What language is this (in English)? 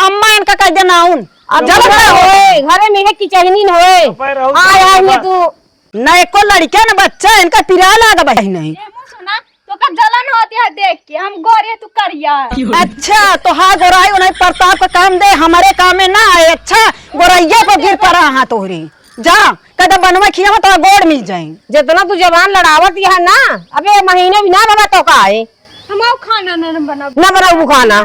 Awadhi